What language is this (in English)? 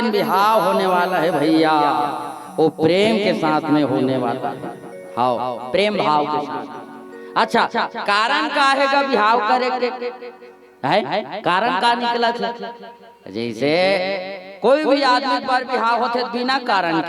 Chhattisgarhi